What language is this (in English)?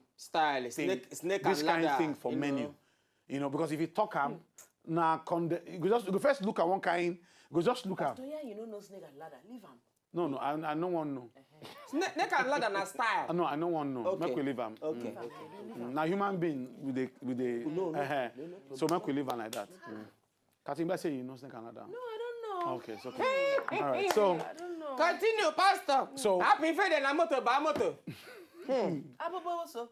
Nigerian Pidgin